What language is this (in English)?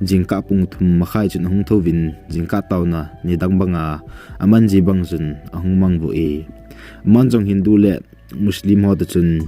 Thado Chin